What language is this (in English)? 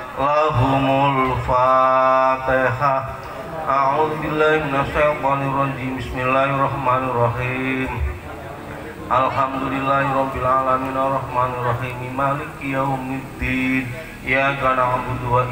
Javanese